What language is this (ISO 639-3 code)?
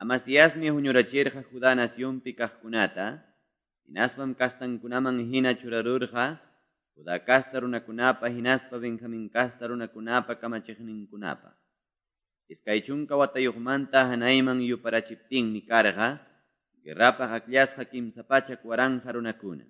que